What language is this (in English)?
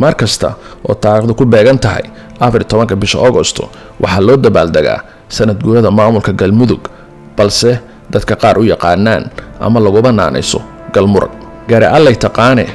Somali